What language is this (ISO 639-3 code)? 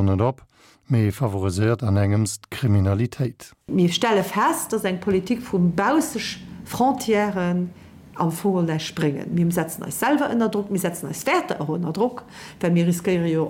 ltz